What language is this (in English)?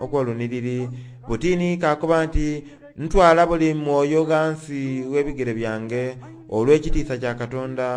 Soga